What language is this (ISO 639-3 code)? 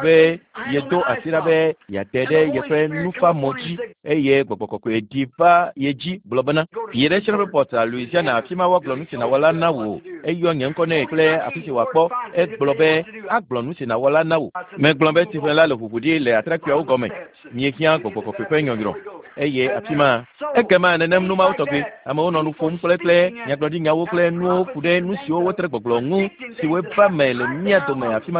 ewe